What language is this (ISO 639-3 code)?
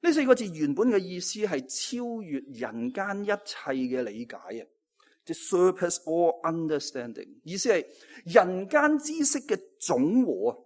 yue